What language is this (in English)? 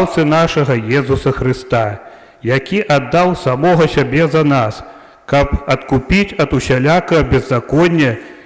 Belarusian